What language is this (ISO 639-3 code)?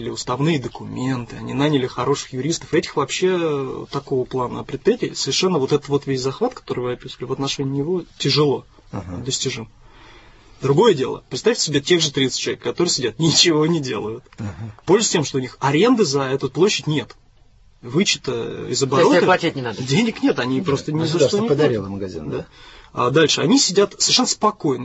rus